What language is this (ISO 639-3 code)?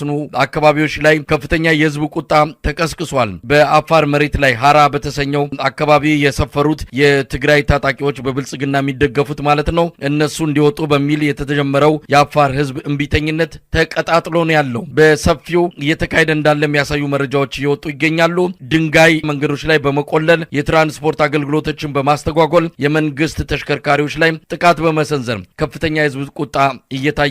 amh